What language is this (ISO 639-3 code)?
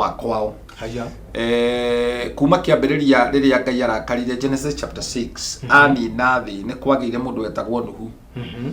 kik